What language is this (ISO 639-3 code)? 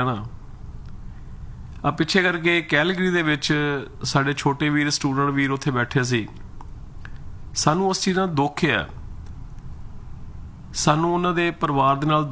pan